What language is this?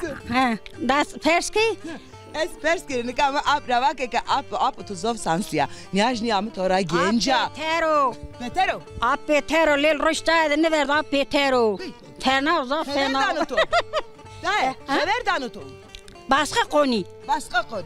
Zaza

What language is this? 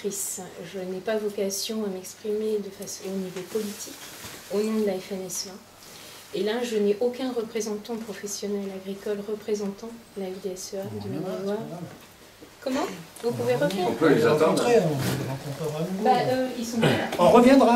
French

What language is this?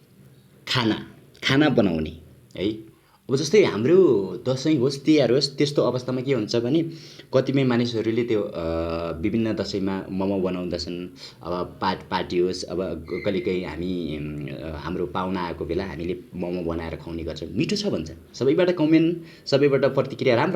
Nepali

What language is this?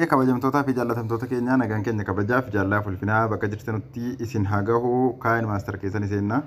Oromo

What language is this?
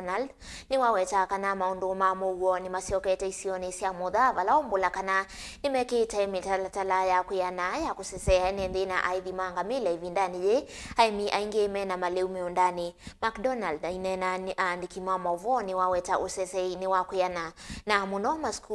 Kamba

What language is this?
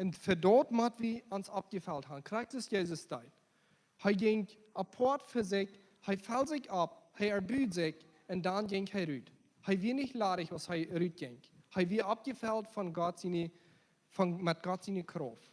Plautdietsch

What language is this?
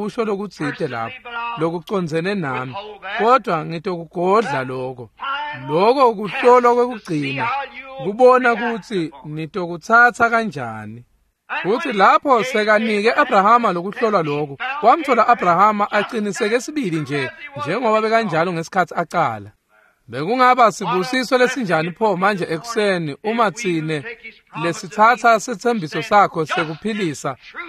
Swati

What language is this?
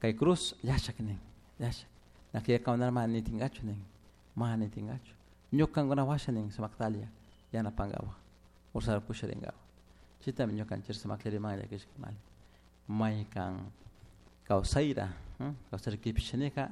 Chimborazo Highland Quichua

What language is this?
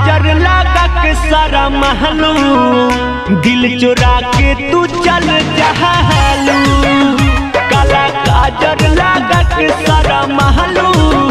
Bhojpuri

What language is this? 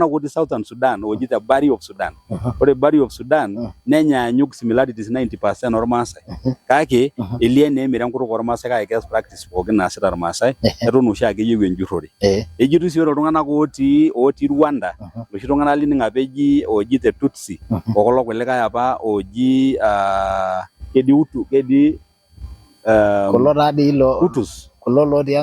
Masai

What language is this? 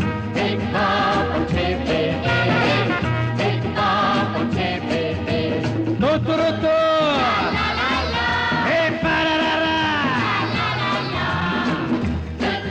Hindi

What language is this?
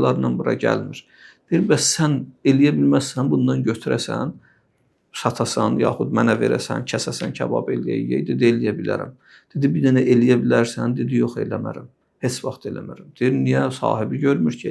Azerbaijani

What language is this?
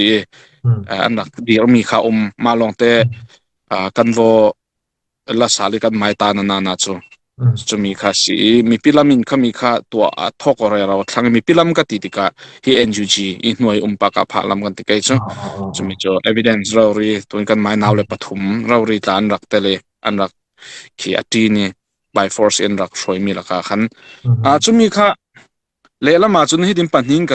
Falam Chin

